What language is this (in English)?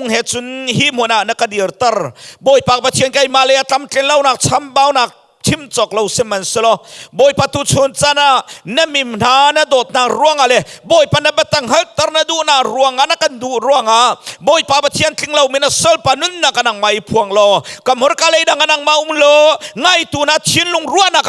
Hakha Chin